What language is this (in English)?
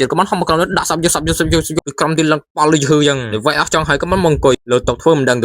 Khmer